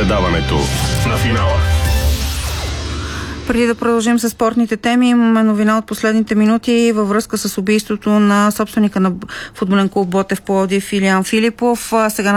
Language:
Bulgarian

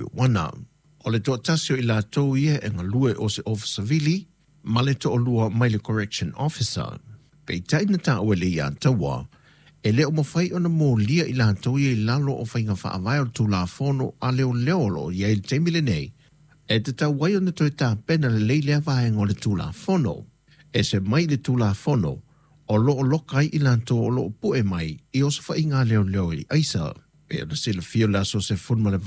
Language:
Samoan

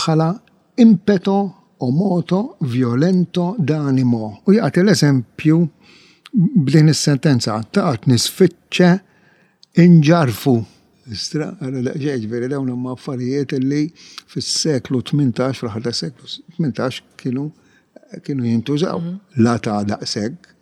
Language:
Maltese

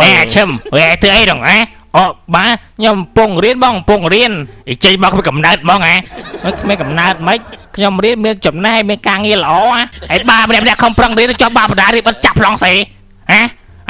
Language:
Khmer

